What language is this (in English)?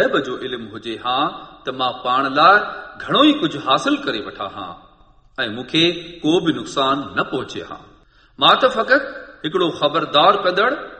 Sindhi